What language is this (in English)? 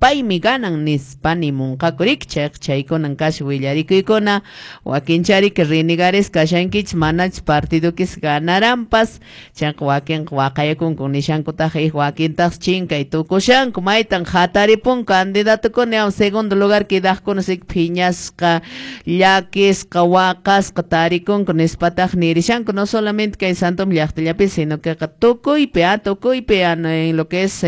Quechua